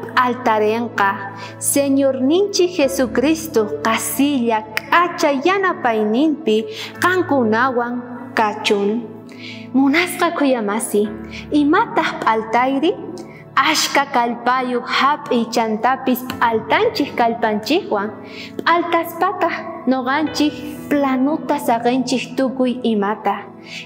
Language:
South Bolivian Quechua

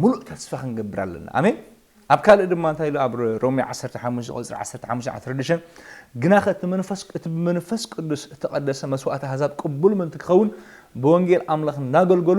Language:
Tigrinya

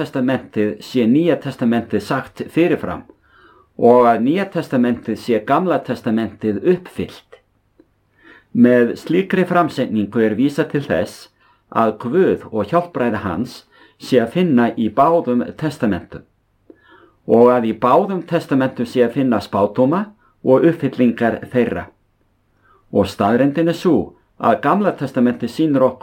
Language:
Icelandic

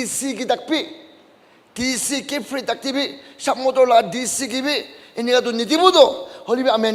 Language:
Naga Pidgin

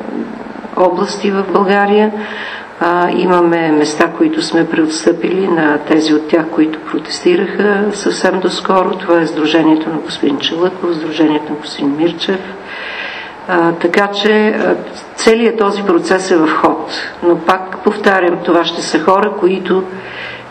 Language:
Bulgarian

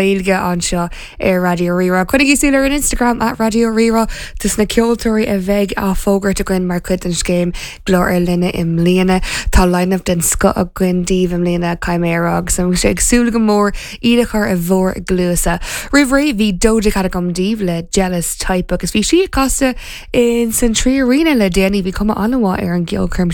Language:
Irish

